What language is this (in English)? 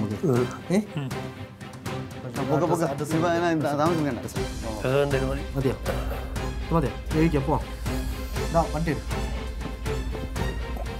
Malayalam